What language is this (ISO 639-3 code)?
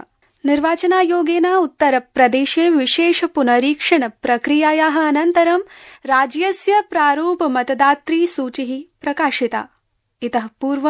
san